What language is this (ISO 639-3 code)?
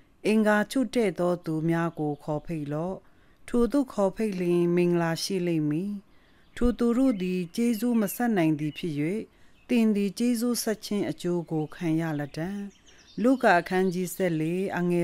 mya